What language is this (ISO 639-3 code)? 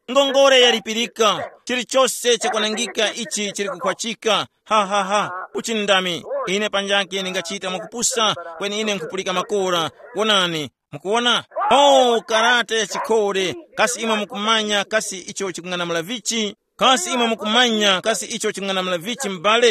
tum